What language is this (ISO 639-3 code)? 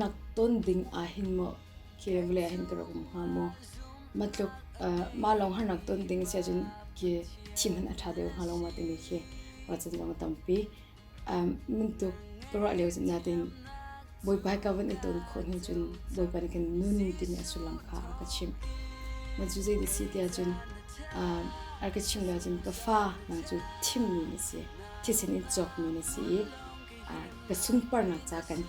cnh